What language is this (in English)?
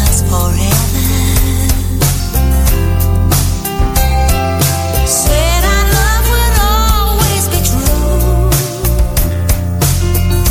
Portuguese